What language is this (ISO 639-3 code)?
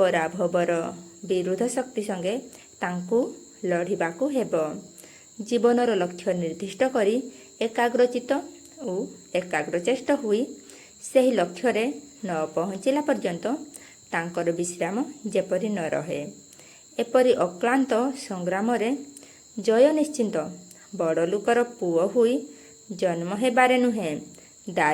ori